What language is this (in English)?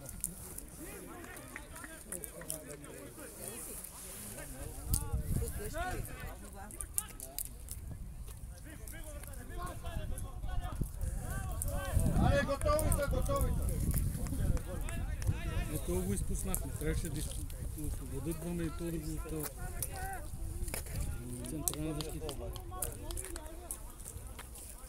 Bulgarian